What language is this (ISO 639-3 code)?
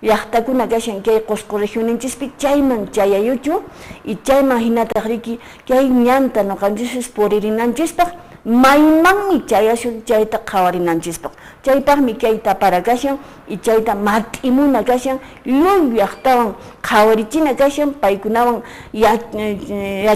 que